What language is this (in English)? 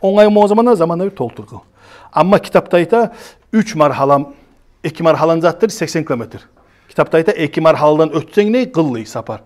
Kumyk